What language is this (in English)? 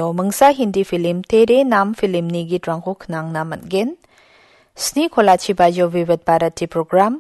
Garo